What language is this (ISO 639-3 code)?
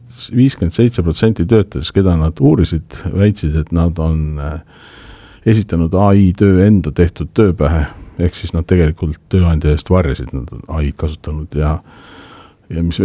est